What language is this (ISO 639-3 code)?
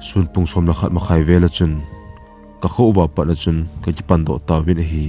tcz